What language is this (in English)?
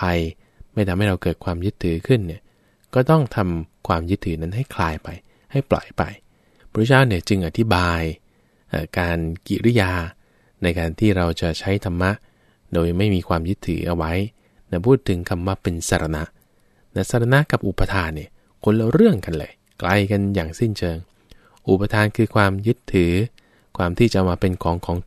Thai